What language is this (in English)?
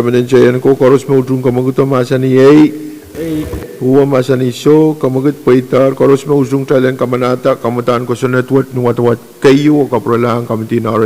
Pohnpeian